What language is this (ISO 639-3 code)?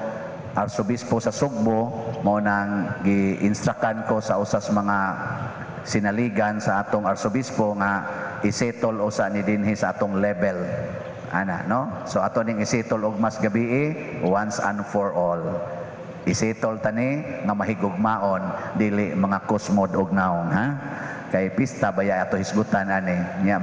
ceb